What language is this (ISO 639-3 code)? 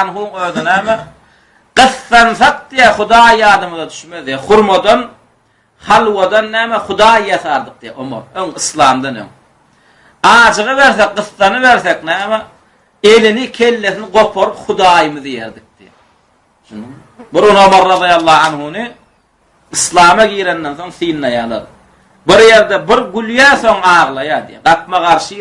tuk